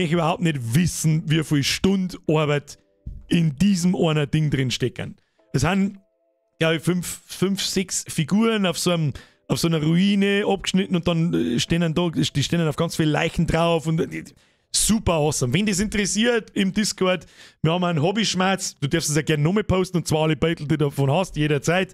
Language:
Bavarian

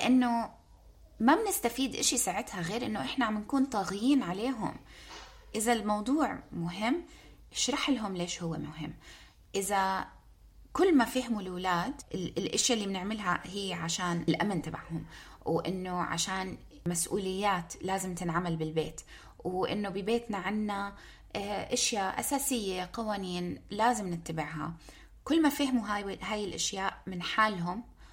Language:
North Levantine Arabic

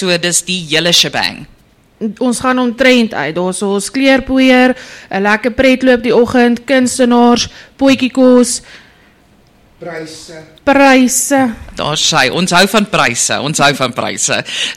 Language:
Afrikaans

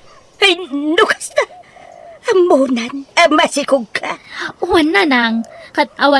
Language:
Iloko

